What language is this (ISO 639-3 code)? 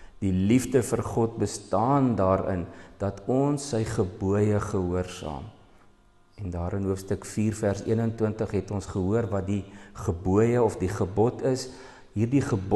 afr